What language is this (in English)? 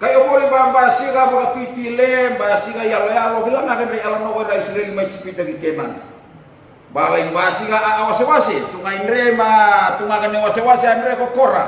Fijian